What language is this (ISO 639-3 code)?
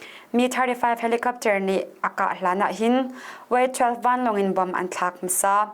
cnh